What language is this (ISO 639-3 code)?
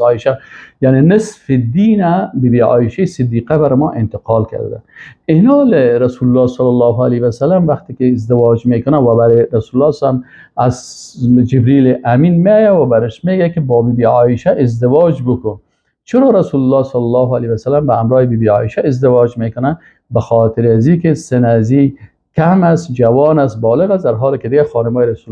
fas